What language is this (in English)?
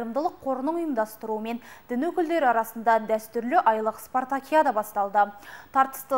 Kazakh